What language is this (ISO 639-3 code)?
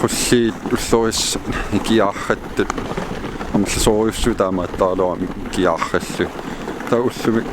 kal